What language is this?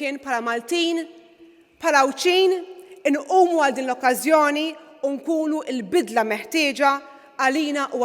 Maltese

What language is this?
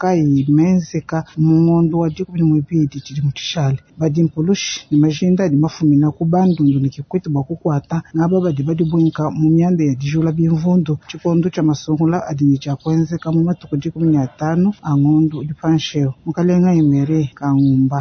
Luba-Lulua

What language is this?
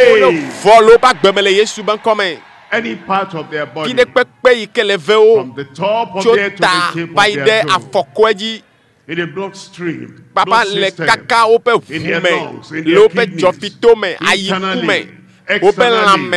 Ewe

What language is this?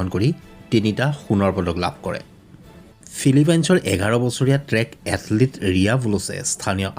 Assamese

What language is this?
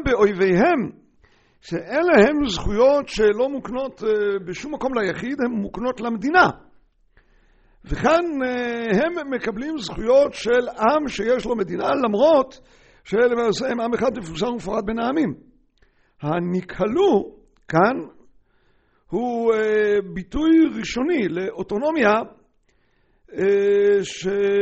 Hebrew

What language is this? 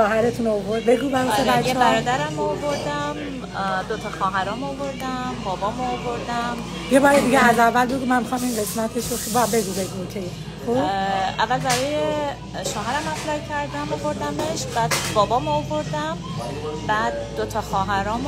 Persian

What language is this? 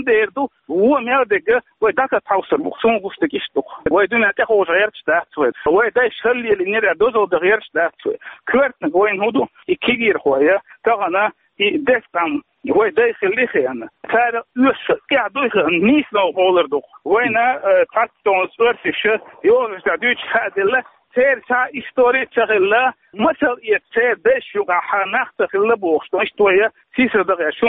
Chechen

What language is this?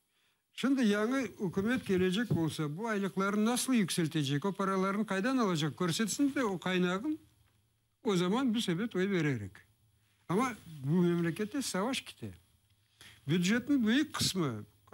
Crimean Tatar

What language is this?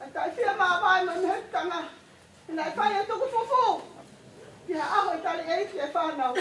Tongan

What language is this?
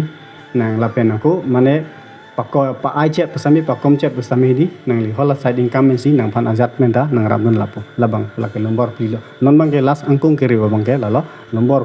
Karbi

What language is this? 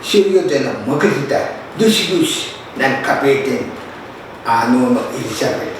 Pohnpeian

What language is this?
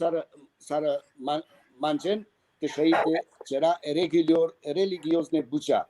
Balkan Romani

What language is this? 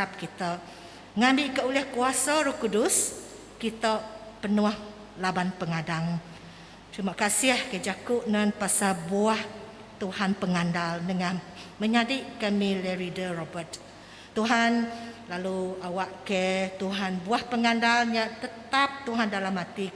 Iban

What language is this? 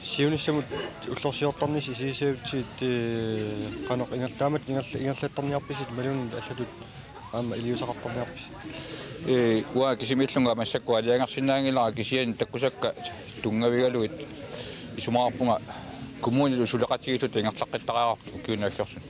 Kalaallisut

